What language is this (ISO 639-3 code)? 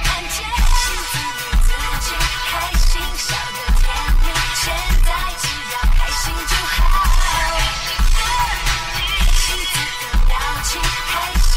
zho